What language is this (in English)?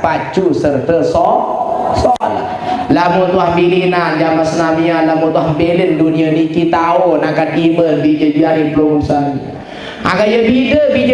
Sasak